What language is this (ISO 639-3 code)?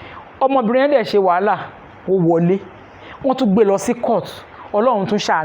yor